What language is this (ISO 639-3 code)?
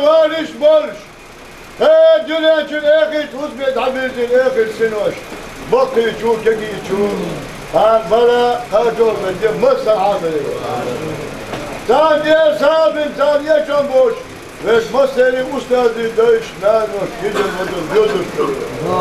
che